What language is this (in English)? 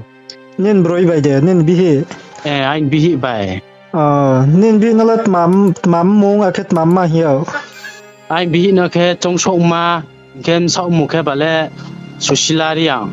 Riang (India)